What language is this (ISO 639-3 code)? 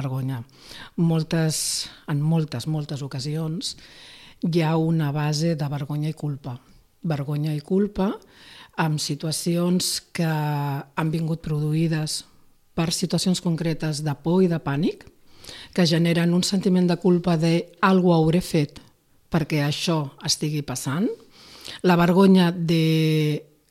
cat